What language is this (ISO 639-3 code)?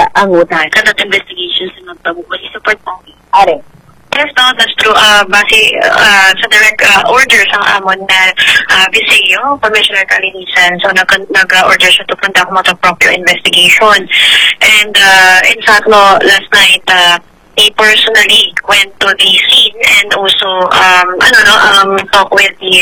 hil